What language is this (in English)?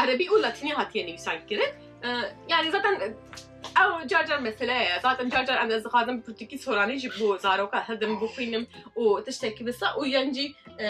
Kurdish